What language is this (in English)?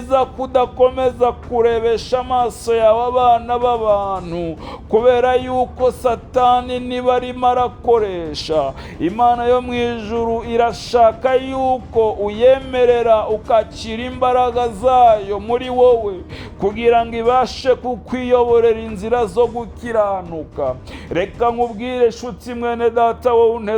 Kinyarwanda